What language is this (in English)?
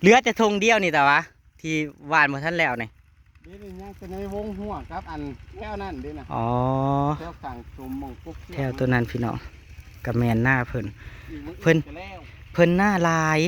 Northeastern Thai